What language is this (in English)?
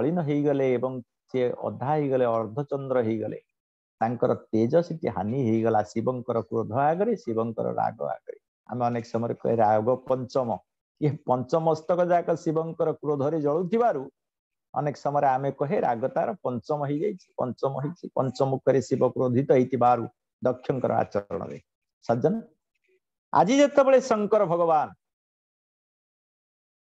Odia